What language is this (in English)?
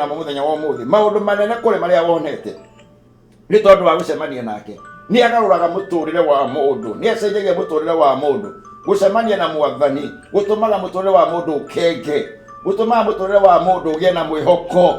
Kikuyu